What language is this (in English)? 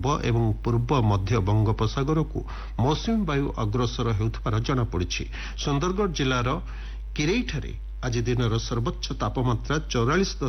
Odia